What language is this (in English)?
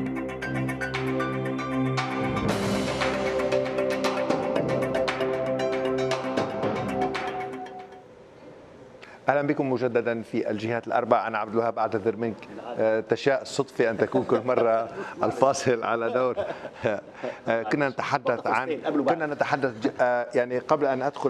Arabic